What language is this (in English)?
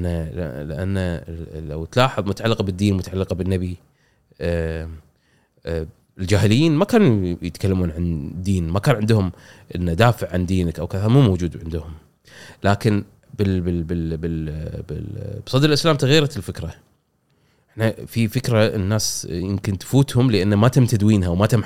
Gulf Arabic